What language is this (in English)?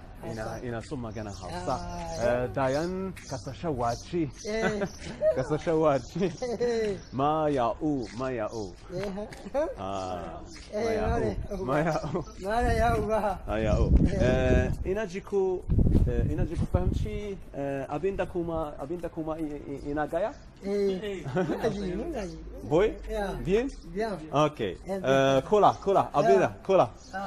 Hausa